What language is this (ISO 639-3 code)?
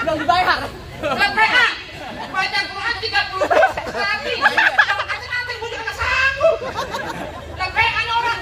bew